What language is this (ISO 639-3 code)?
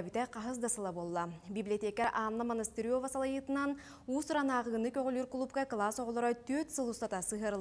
sah